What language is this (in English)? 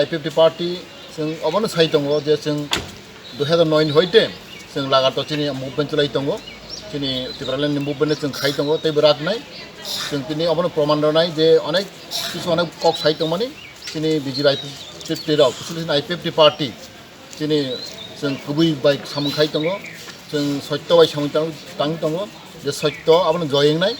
Kok Borok